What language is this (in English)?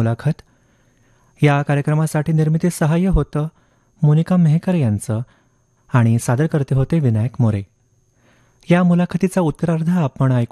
Marathi